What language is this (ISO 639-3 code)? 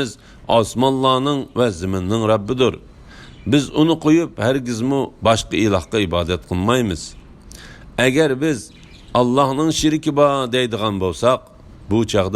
uig